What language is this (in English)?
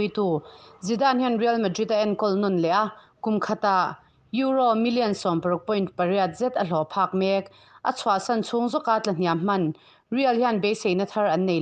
Mizo